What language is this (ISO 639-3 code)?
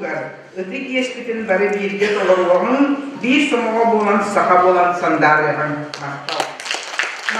sah